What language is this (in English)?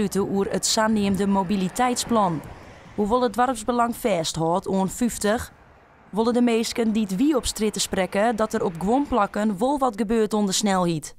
Western Frisian